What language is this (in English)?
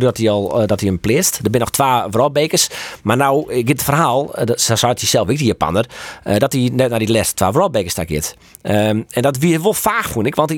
Western Frisian